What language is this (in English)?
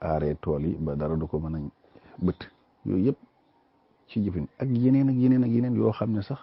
Wolof